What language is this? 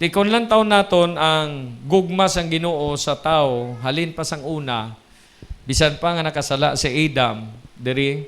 Hiligaynon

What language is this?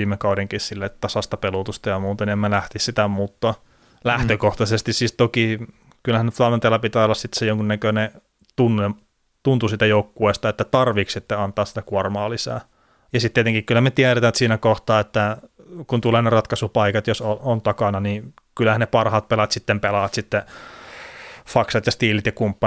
Finnish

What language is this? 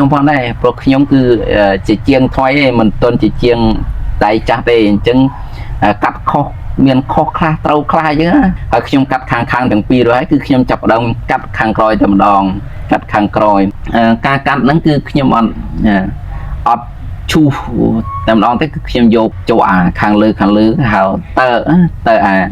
Khmer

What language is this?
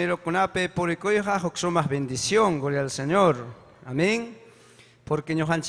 Ayacucho Quechua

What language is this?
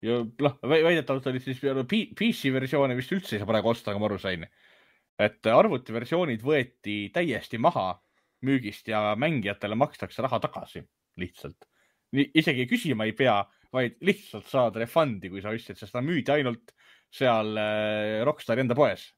Estonian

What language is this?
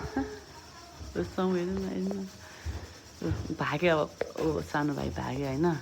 Nepali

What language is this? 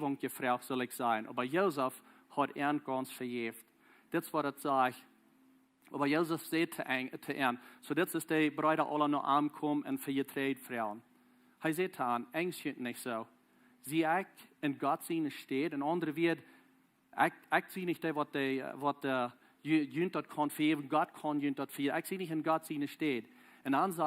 Plautdietsch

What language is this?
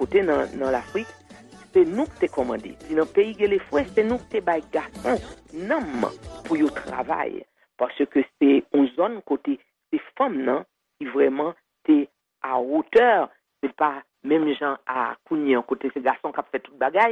Haitian Creole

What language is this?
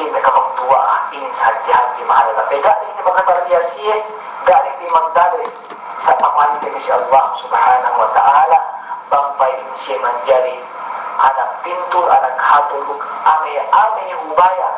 Yakan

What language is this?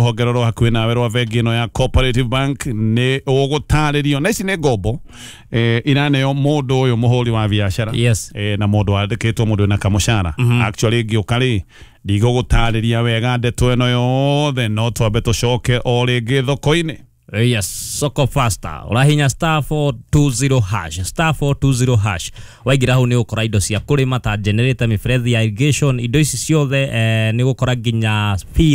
Kikuyu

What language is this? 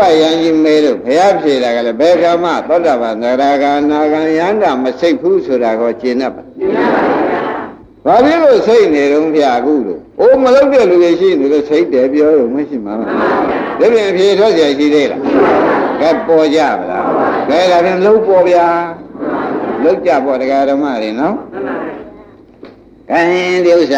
Burmese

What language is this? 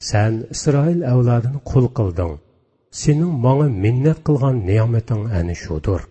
Uyghur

